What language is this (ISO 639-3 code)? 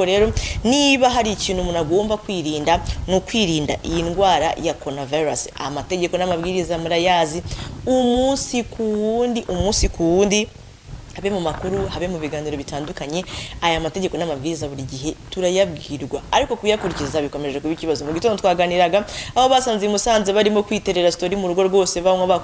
kin